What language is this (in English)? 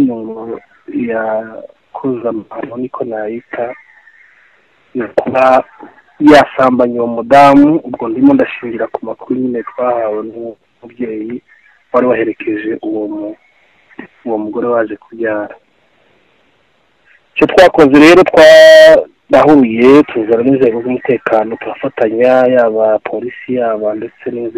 Kinyarwanda